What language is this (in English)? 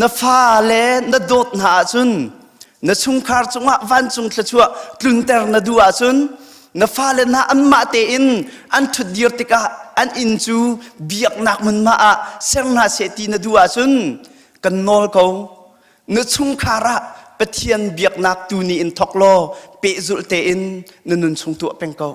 Hakha Chin